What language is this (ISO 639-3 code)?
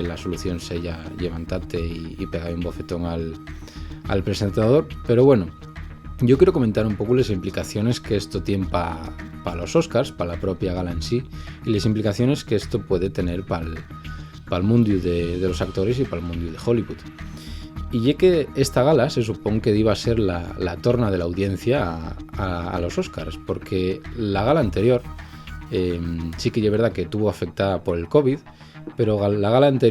ast